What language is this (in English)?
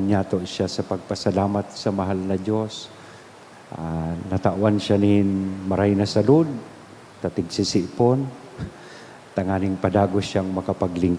Bikol